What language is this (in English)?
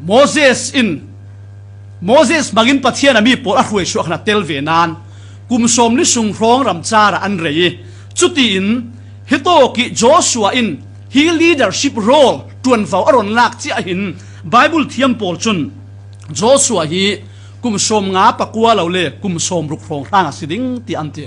Falam Chin